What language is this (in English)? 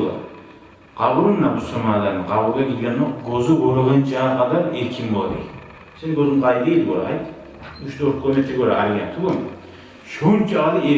Kumyk